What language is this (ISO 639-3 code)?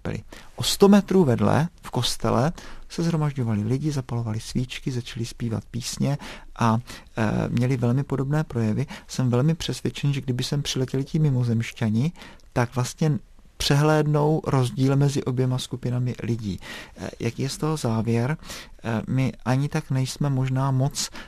ces